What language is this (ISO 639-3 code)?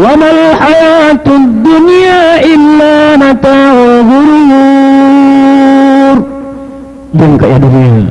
mrw